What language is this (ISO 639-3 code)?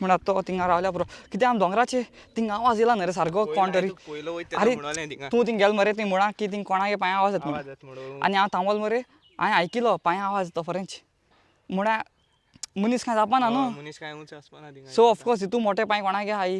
kok